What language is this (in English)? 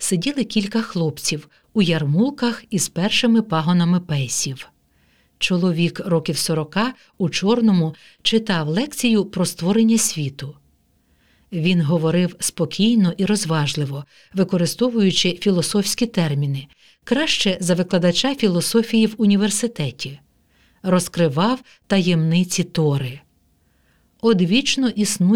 Ukrainian